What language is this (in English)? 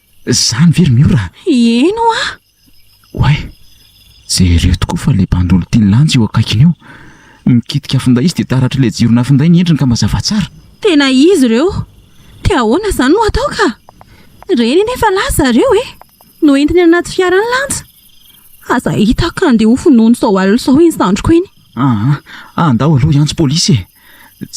Malagasy